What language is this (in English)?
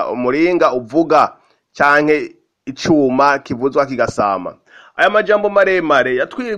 Rundi